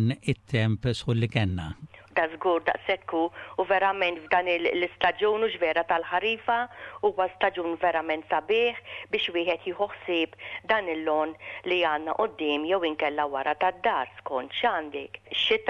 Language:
Maltese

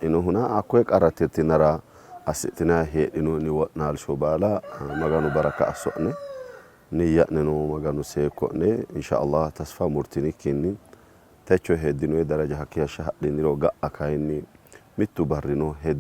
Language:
Sidamo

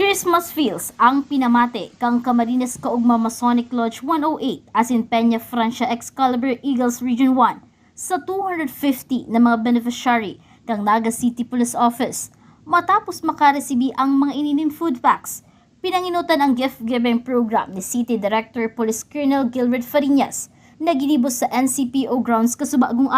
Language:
Bikol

